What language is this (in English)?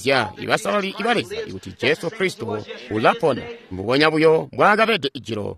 Tonga (Zambia)